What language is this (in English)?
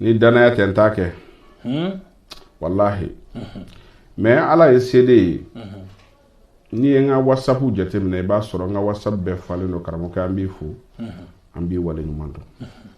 Bambara